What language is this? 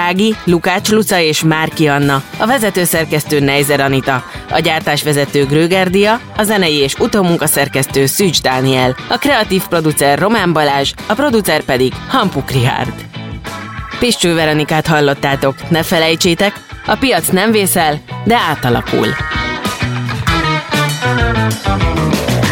Hungarian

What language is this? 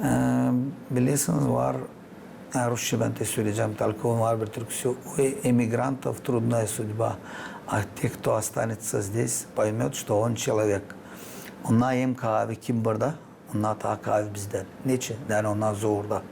Gagauz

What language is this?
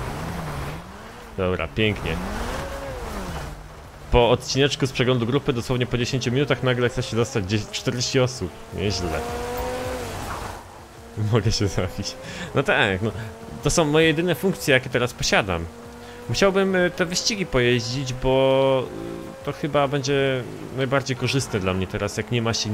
Polish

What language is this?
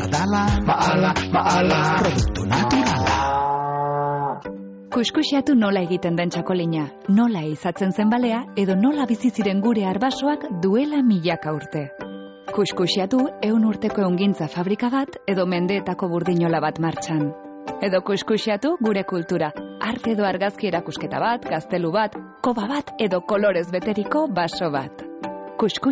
Basque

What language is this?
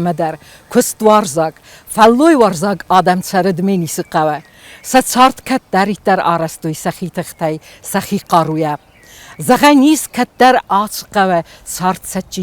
Ossetic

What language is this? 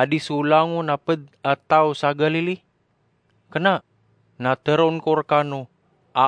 Maranao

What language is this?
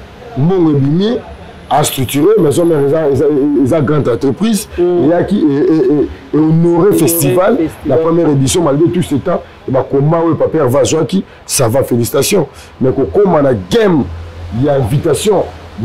Lingala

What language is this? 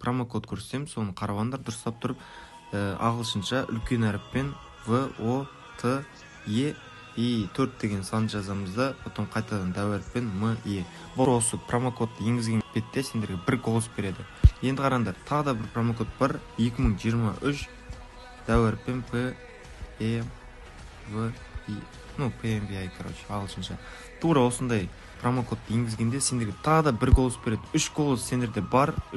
Kara-Kalpak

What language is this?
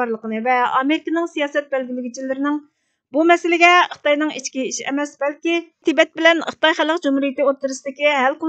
Uyghur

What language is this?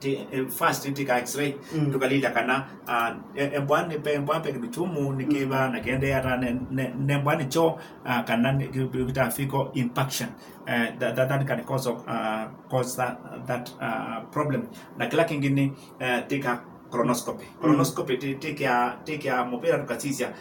Kamba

